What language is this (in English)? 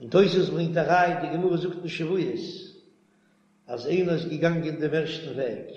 Yiddish